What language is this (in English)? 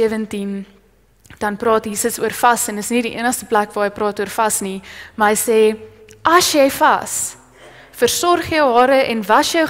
Afrikaans